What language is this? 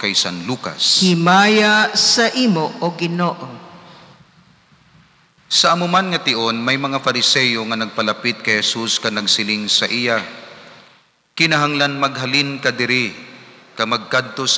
Hiligaynon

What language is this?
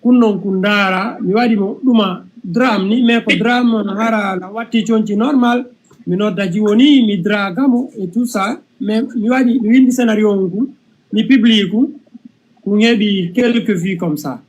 Fula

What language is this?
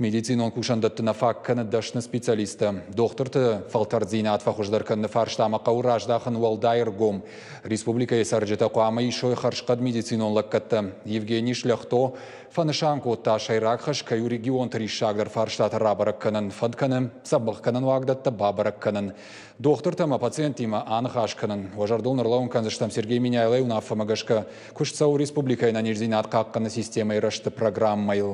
Ossetic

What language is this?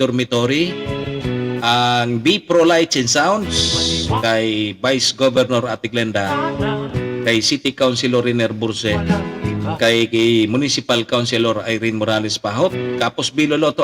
Bikol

